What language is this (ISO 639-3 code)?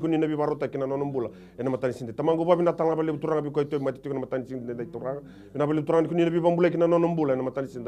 fij